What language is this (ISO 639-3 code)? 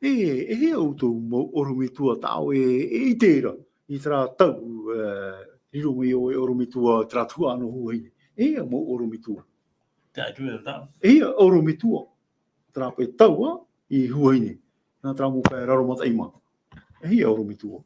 tah